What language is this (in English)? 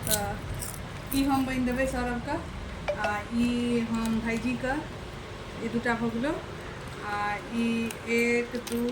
Maithili